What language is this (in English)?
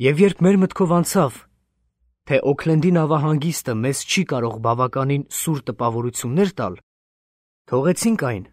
Armenian